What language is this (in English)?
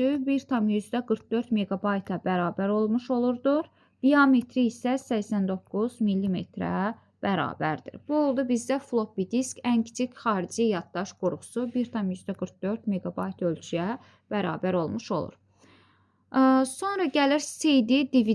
Azerbaijani